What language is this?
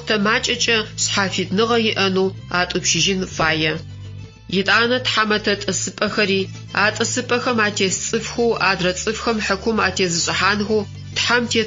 Adyghe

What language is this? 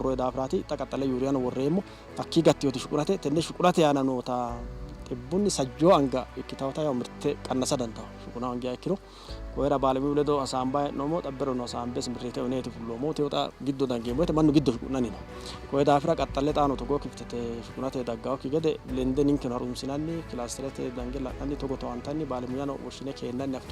Sidamo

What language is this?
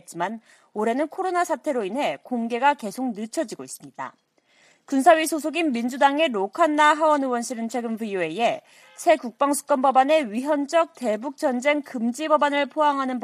Korean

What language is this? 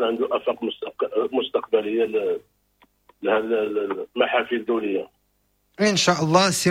Moroccan Arabic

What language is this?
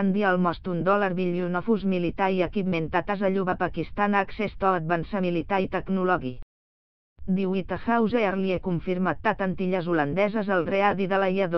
English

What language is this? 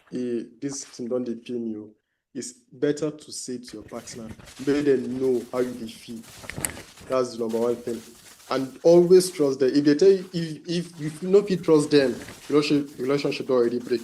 Nigerian Pidgin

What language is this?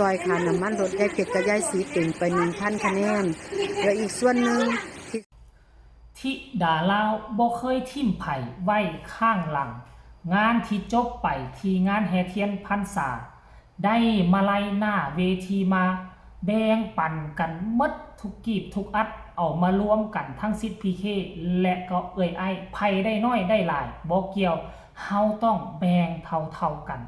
Northeastern Thai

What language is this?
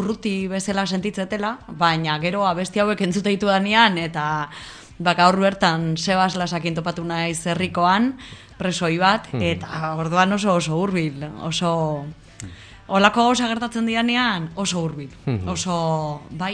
Basque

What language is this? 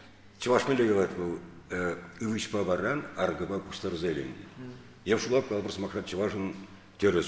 Chuvash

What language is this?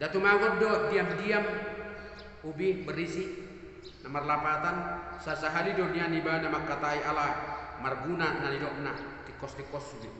Batak Toba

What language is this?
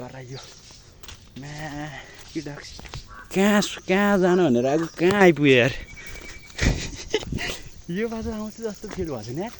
Nepali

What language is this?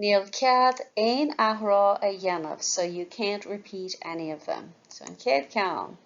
Irish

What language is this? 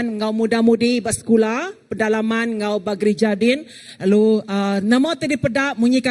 Iban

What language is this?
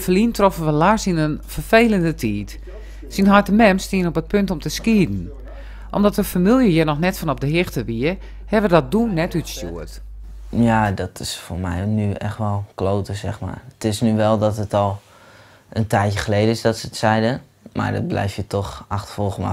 Western Frisian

